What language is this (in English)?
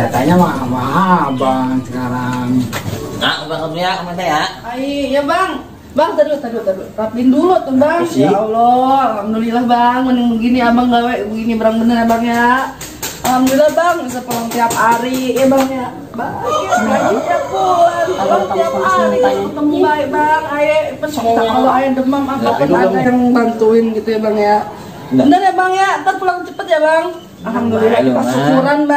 Betawi